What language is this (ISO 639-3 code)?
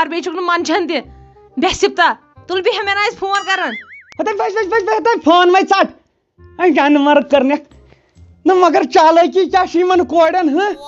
kas